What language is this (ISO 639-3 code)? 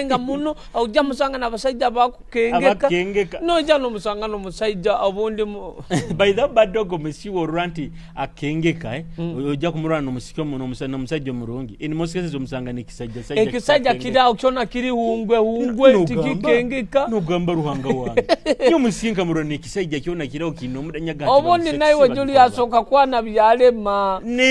nyo